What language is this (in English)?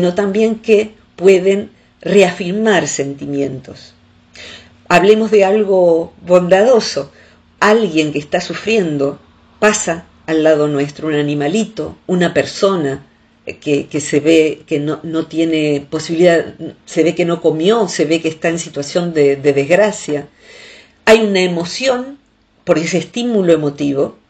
Spanish